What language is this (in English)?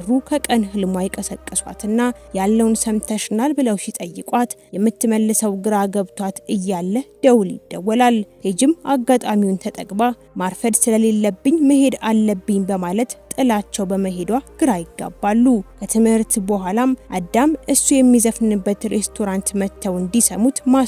Amharic